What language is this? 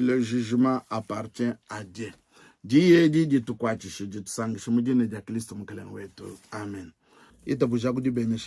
Luba-Lulua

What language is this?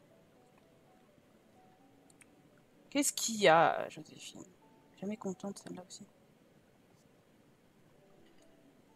French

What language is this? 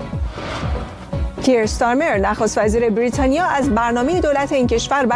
Persian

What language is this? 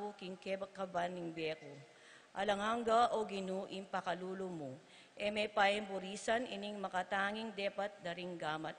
Pampanga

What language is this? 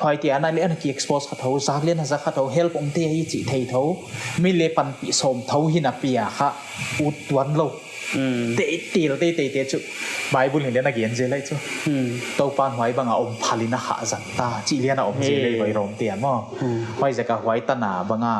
Paite Chin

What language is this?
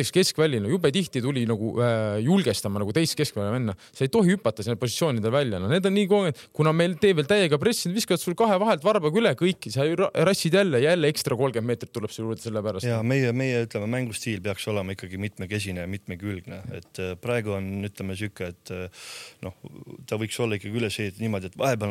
Estonian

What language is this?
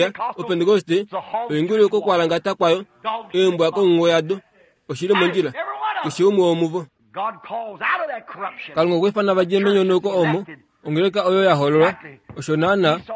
Kuanyama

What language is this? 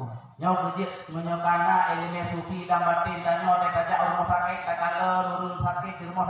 Achinese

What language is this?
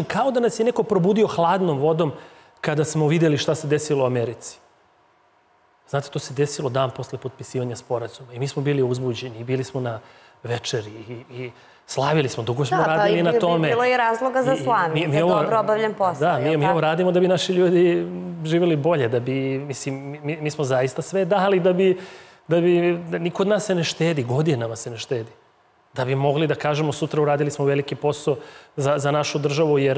Serbian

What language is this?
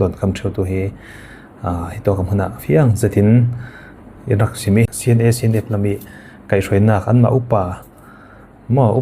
Falam Chin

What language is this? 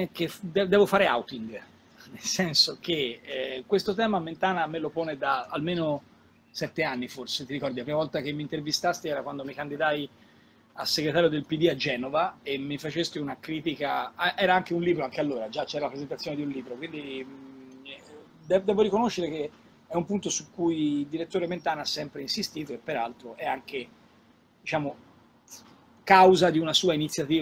Italian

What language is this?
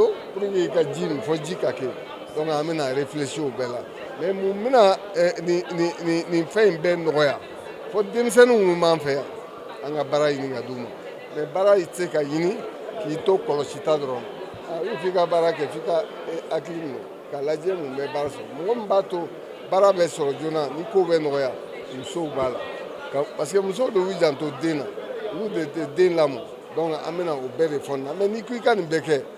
Bambara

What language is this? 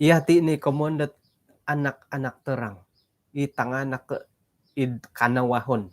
Central Dusun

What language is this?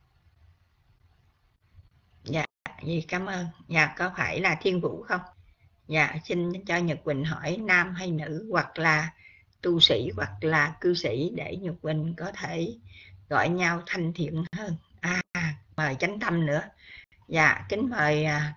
Vietnamese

